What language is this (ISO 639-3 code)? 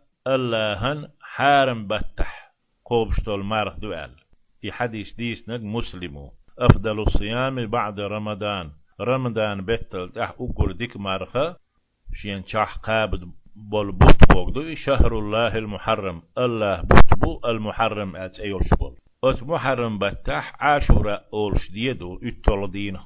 che